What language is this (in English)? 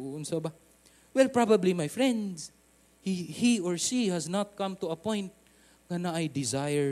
Cebuano